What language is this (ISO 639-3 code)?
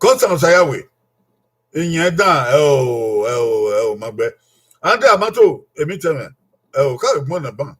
bin